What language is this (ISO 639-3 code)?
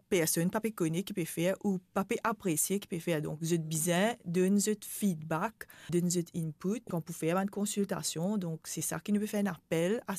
mfe